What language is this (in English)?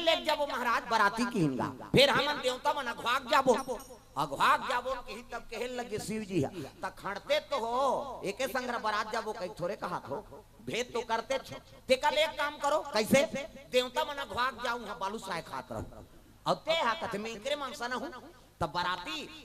Chhattisgarhi